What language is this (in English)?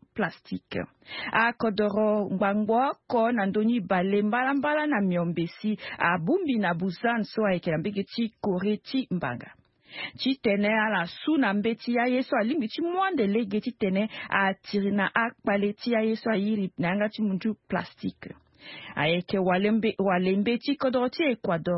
Sango